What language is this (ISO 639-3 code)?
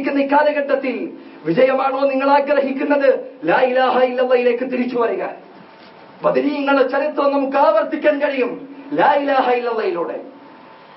mal